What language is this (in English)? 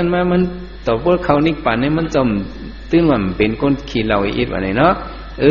Shan